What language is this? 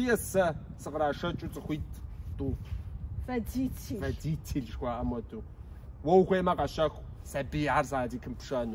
Kabardian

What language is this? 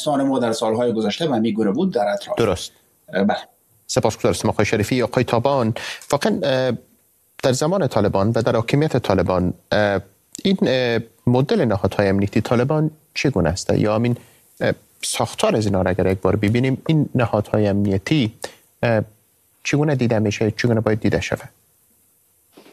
Persian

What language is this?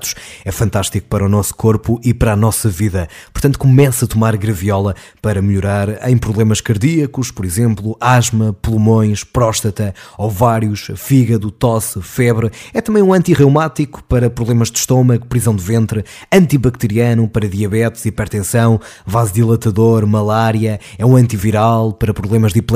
Portuguese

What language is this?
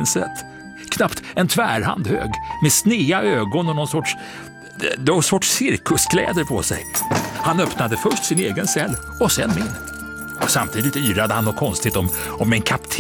Swedish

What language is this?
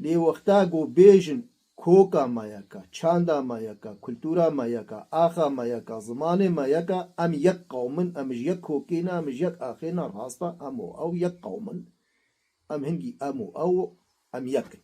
Kurdish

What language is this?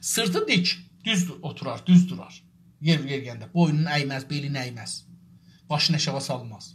South Azerbaijani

